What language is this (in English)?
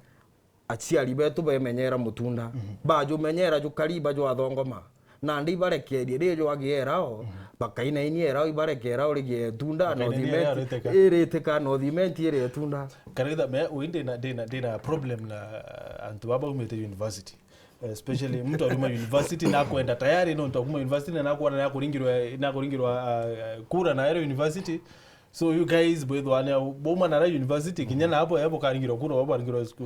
Meru